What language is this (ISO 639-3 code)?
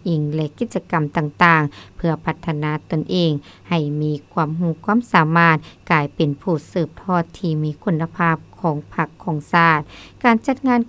lao